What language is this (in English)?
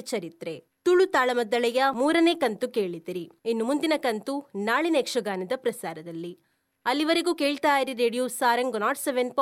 Tulu